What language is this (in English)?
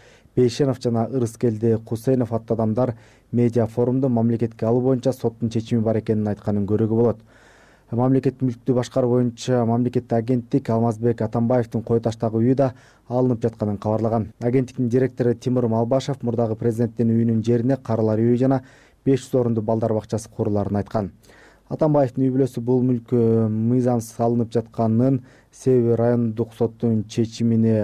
Kyrgyz